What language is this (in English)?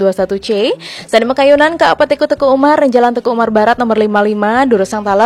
Balinese